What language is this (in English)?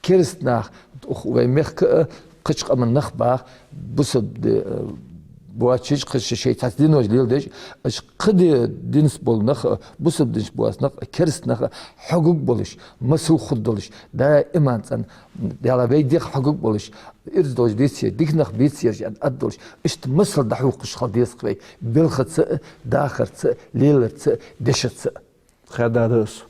Ingush